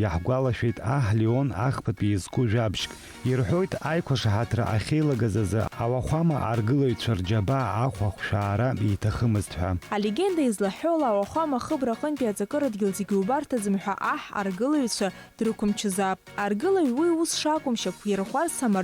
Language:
Abkhazian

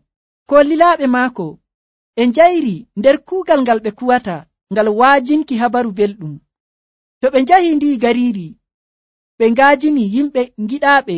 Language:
Nigerian Fulfulde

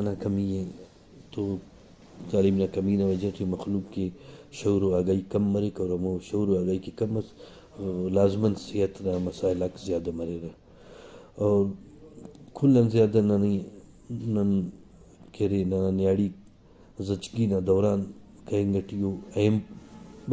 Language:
Brahui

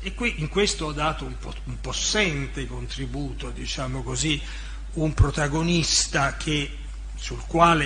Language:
Italian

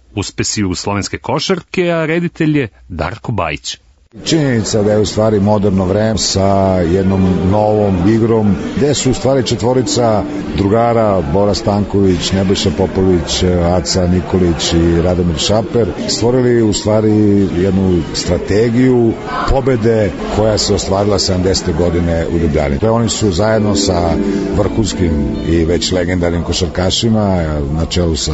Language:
Serbian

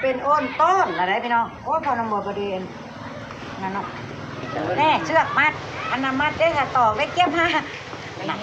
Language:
Northeastern Thai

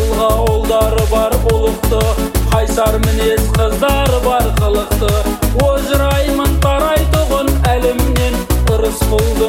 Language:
Kazakh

